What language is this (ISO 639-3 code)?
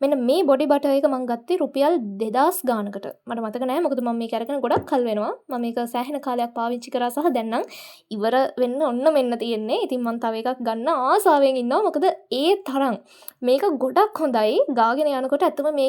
sin